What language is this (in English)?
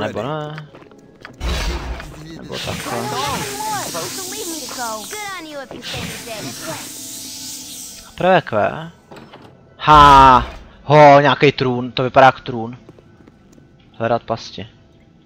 Czech